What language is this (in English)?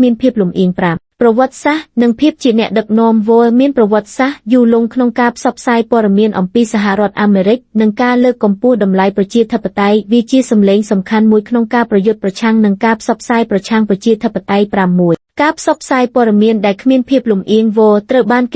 Khmer